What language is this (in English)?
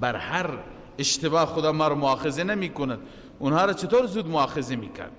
Persian